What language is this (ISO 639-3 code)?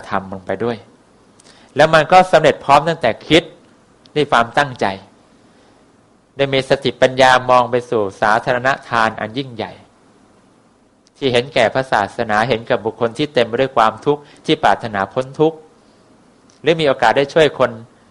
tha